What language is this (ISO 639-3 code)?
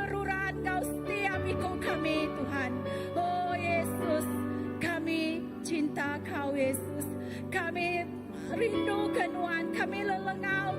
iba